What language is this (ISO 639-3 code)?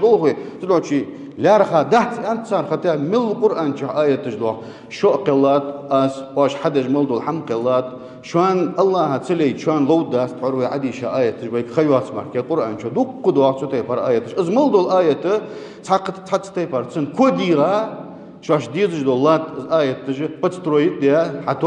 inh